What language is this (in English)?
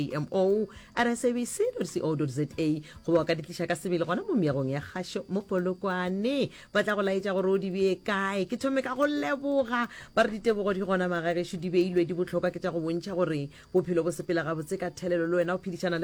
Northern Sotho